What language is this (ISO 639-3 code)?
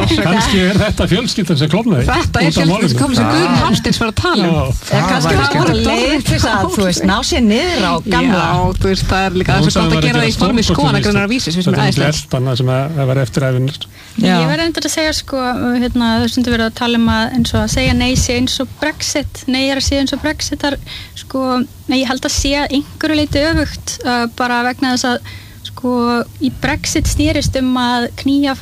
isl